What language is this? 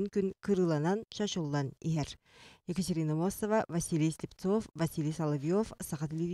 Yakut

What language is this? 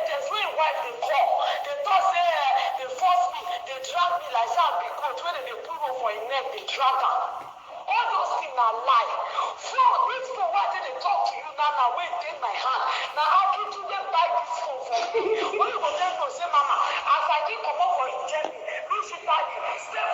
Nigerian Pidgin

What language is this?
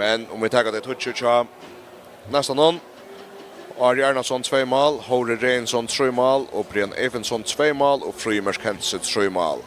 Faroese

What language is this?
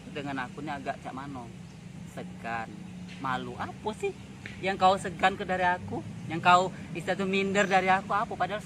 Musi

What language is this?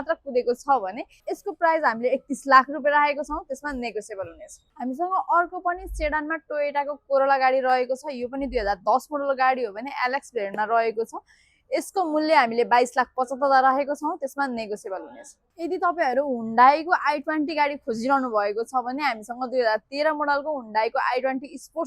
Nepali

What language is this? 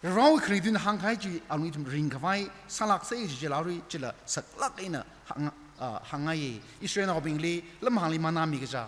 Tangkhul Naga (India)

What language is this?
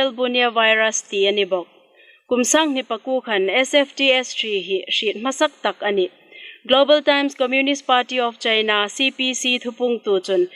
Hmar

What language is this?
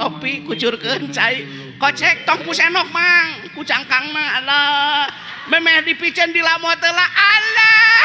Sundanese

